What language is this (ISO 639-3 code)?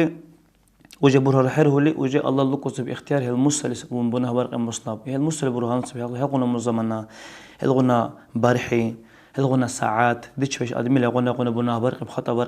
dar